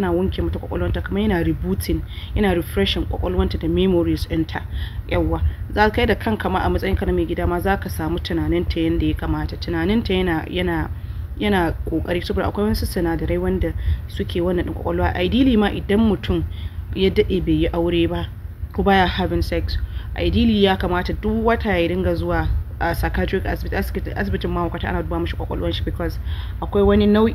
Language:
Hausa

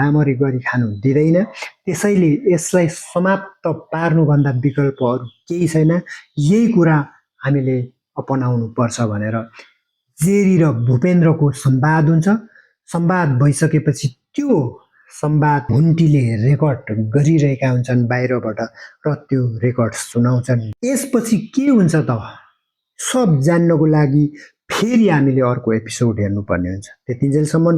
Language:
Nepali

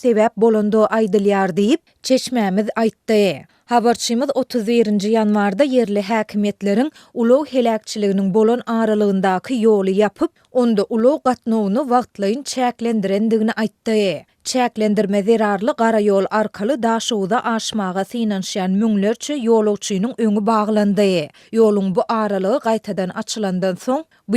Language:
Turkmen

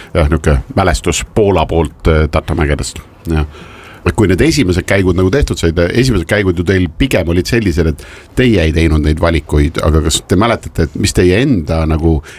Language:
Estonian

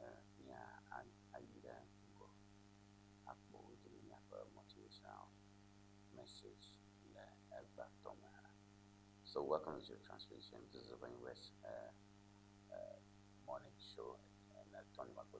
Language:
Ewe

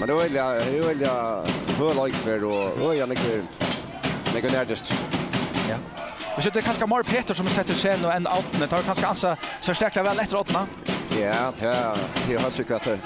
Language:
Faroese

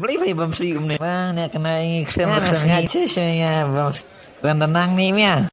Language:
Khasi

